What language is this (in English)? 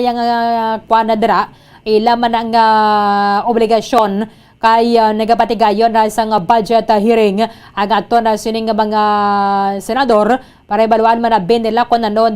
Hiligaynon